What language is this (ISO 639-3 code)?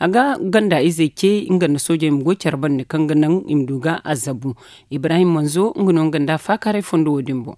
dje